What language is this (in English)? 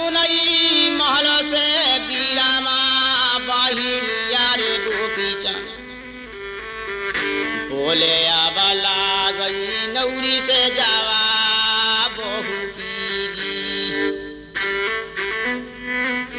Bhojpuri